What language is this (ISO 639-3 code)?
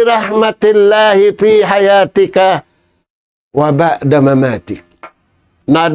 tsg